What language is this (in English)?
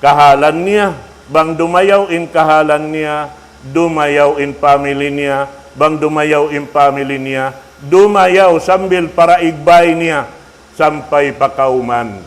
Tausug